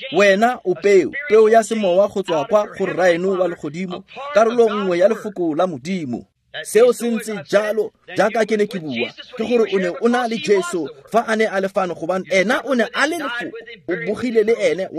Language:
Tswana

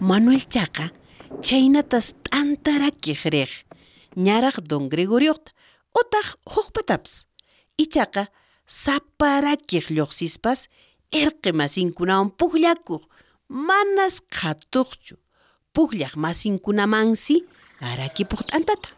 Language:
South Bolivian Quechua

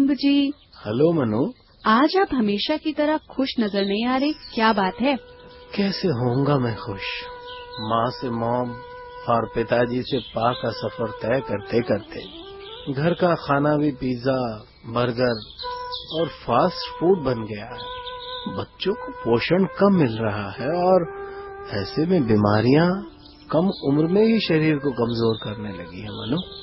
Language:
Hindi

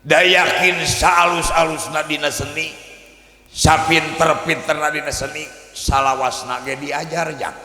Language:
Sundanese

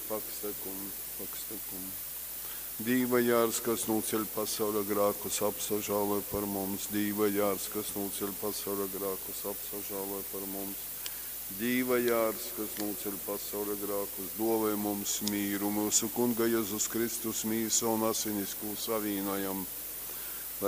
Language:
Latgalian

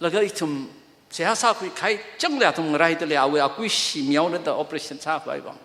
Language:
Tangkhul Naga (India)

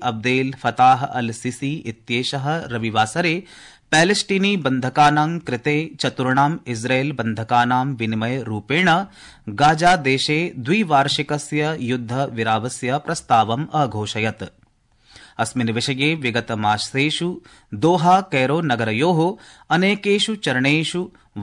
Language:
Sanskrit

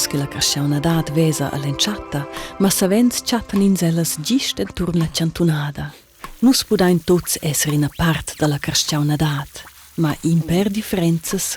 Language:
Romansh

